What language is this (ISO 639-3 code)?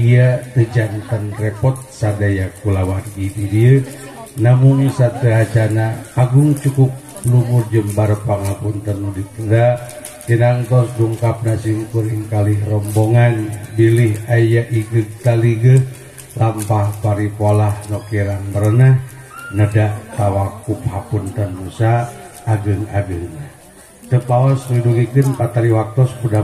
sun